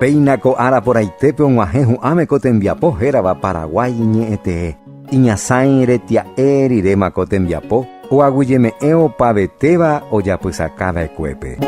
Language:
Guarani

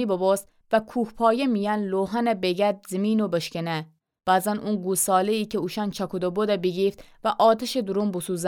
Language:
Gilaki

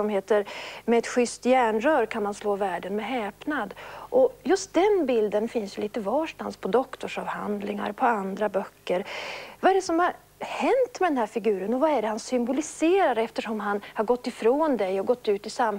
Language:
Swedish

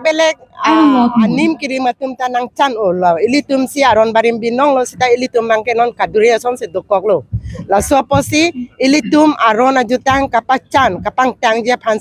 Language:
Karbi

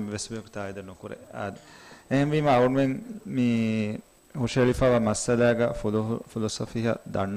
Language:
Divehi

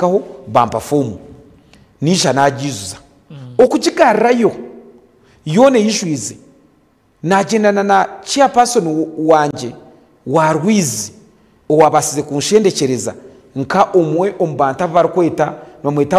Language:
Nyankole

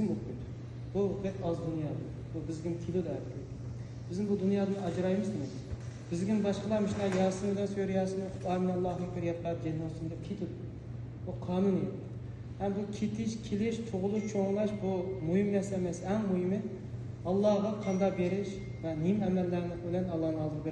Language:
Uyghur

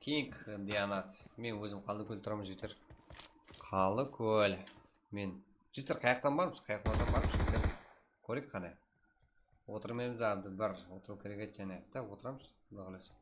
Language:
Kara-Kalpak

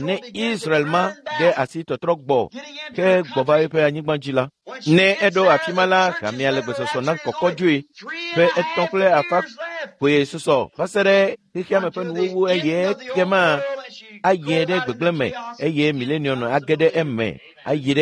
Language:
Ewe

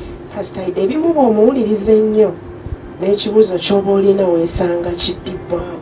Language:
Ganda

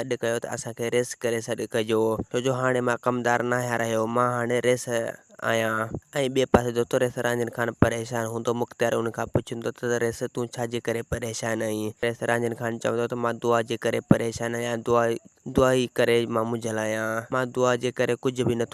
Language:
Sindhi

